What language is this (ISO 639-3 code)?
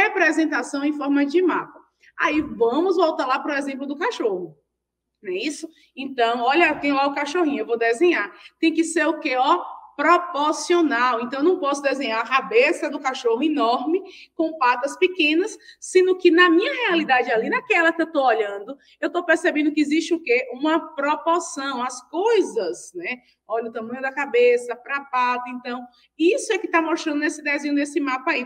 por